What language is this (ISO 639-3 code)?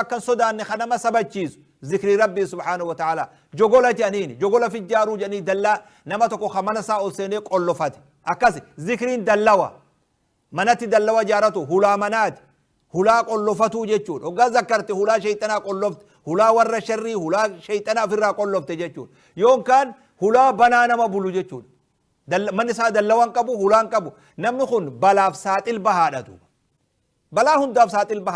orm